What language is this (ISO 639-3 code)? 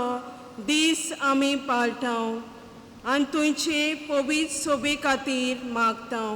kok